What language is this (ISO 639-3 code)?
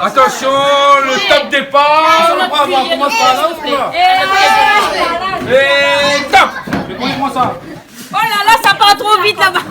rcf